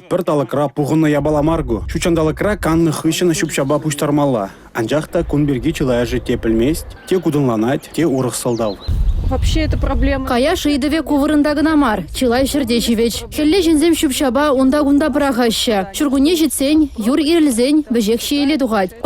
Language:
Chuvash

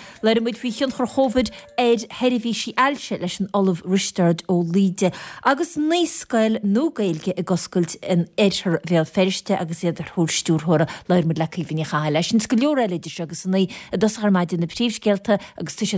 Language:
Irish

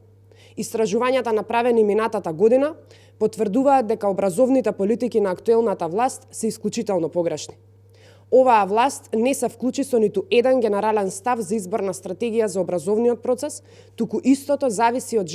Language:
Macedonian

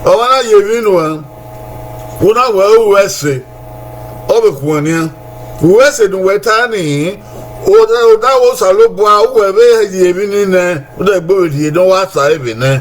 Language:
Bini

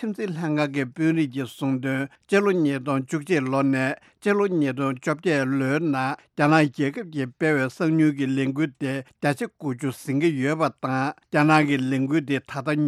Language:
Tibetan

